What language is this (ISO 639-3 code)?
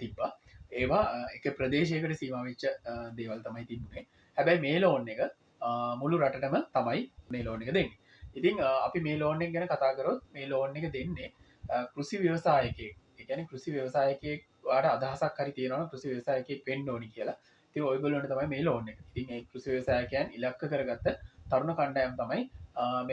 sin